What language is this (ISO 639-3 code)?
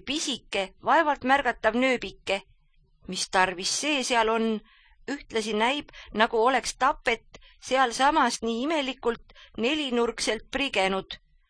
est